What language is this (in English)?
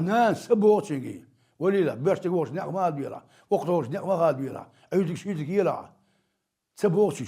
Chechen